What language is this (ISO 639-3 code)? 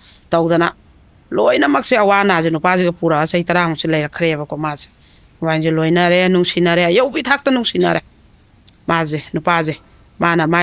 mni